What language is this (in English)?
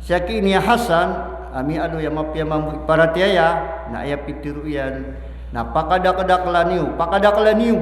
Maranao